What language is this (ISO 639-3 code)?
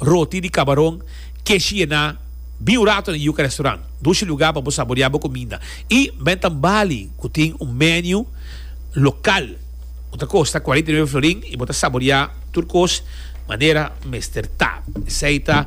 pap